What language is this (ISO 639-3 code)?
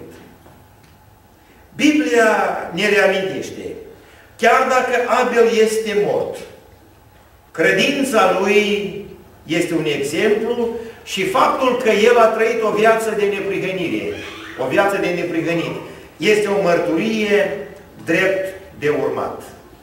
ron